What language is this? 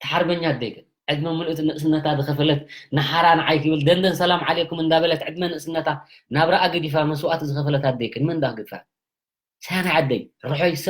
Tigrinya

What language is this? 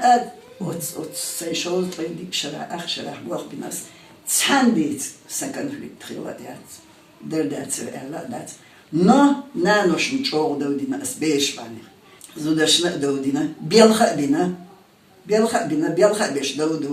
Chechen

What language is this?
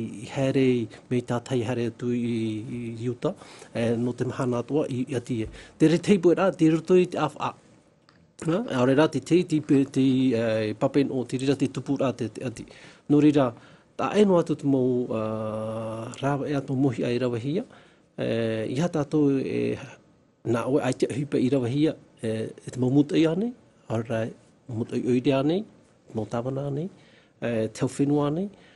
Tahitian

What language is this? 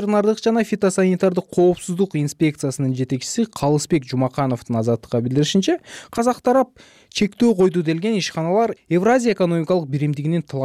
Kyrgyz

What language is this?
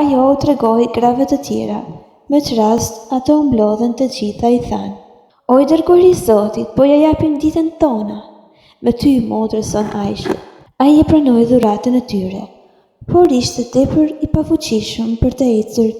Albanian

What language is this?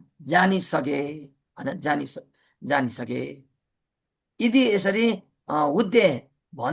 Nepali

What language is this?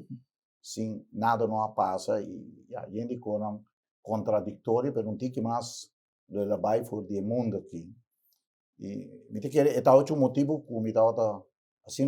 Papiamento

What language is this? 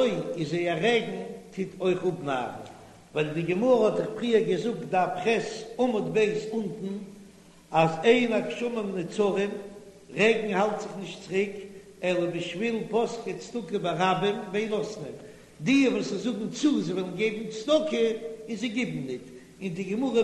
Yiddish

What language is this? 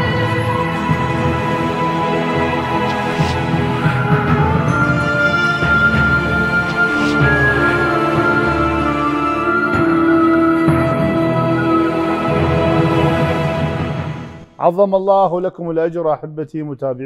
Arabic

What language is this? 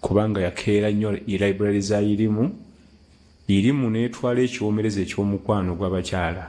Ganda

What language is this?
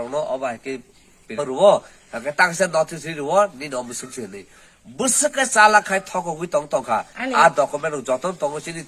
Kok Borok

